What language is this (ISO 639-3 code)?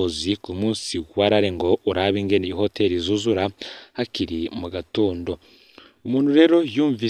run